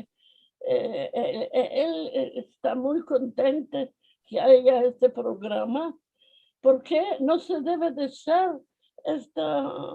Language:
Ladino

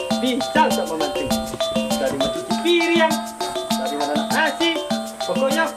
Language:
Minangkabau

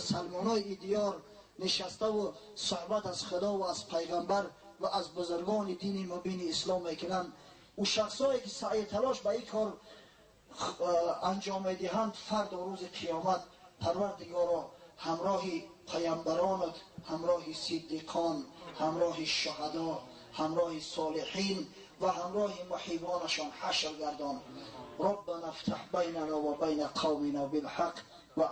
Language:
Tajik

